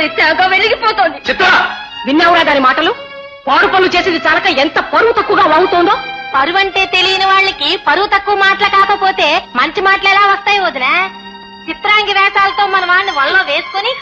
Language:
Telugu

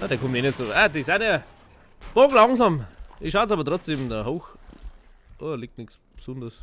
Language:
Bavarian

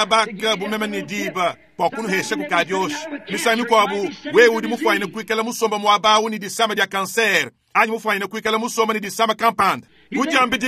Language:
Luba-Lulua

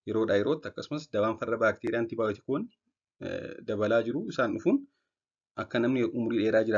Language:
Oromo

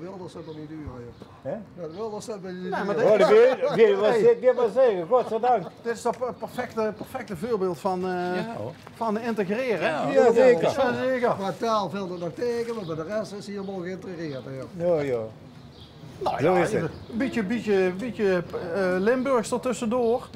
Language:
Limburgish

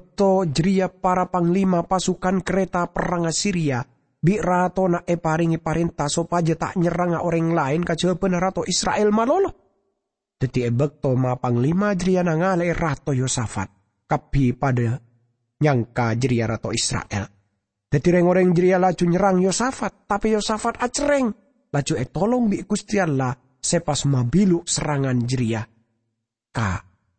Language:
Madurese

